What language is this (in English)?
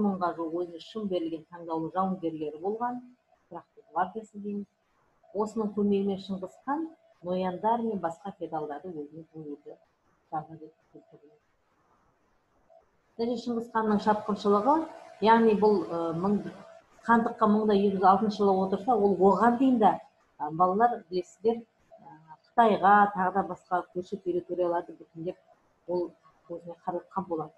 Kazakh